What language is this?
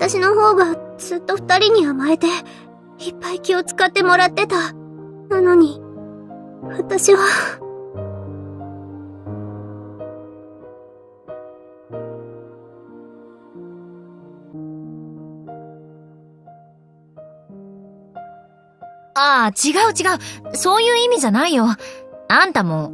Japanese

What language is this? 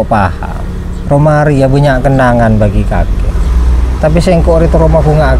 Madurese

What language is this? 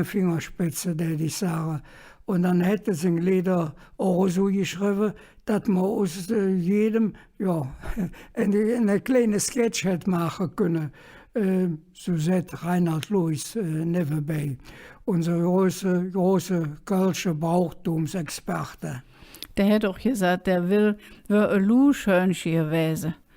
Colognian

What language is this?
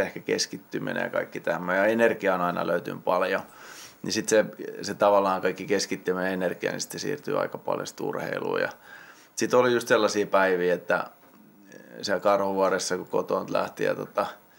Finnish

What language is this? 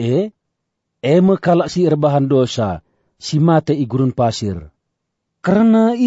Batak Karo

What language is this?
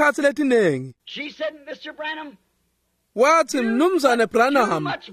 Swati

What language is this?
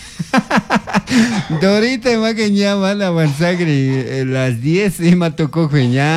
Chimborazo Highland Quichua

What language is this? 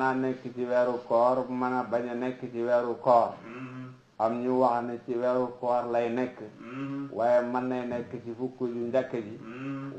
Wolof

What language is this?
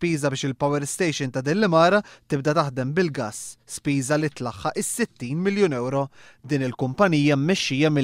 Maltese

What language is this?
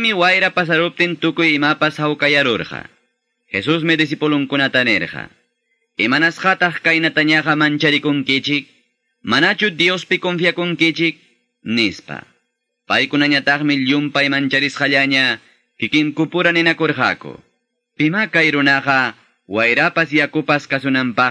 Quechua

